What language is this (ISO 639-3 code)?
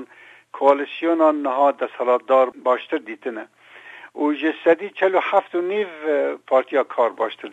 kur